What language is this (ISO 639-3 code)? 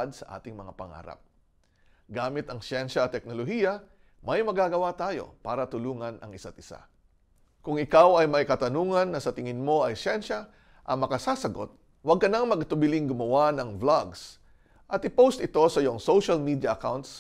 fil